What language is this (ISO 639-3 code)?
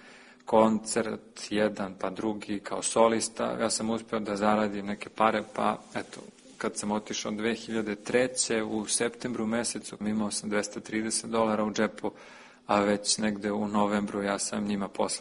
srp